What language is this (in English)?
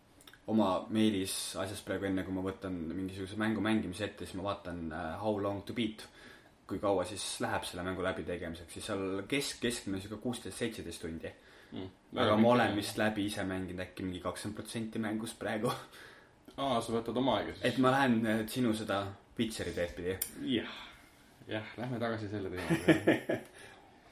Estonian